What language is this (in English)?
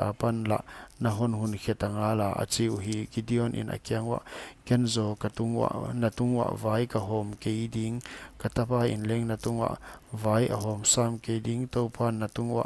Paite Chin